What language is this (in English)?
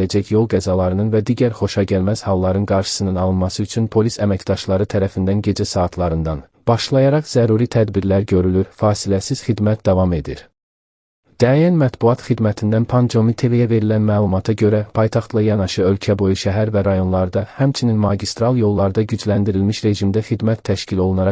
Azerbaijani